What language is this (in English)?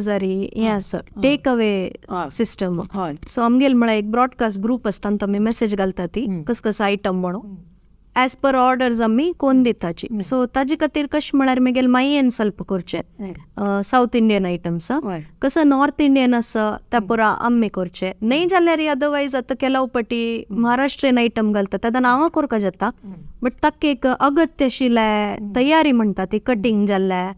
Konkani